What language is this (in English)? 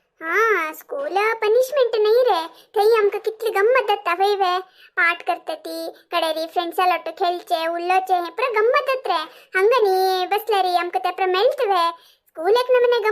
Konkani